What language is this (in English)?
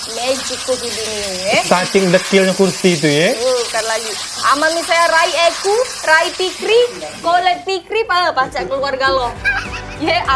Musi